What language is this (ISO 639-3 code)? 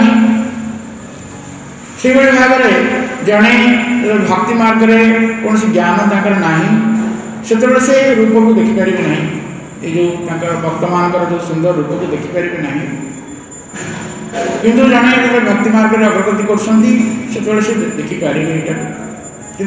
ori